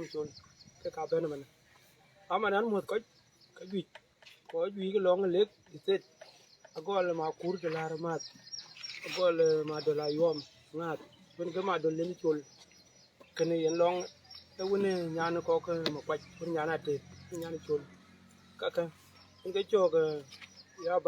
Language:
Dinka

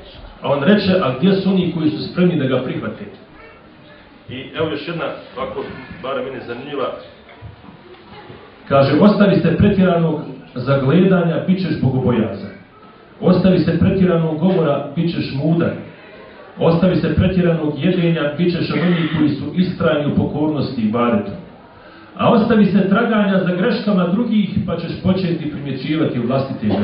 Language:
Bosnian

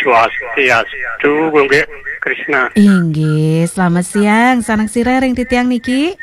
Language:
Balinese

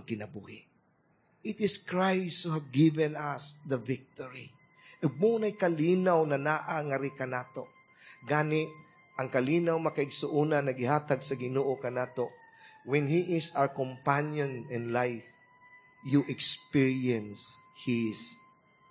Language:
Cebuano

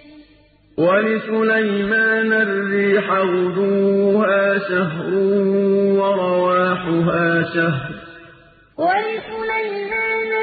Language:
Arabic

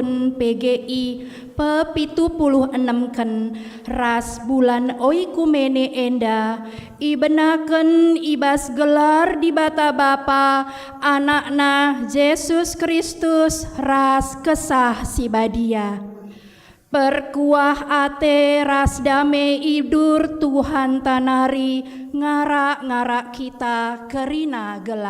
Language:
Batak Karo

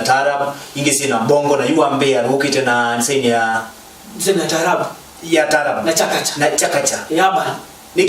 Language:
Kamba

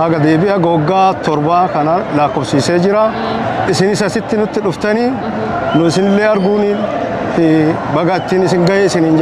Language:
Oromo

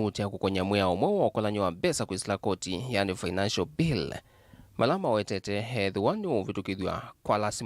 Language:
Kamba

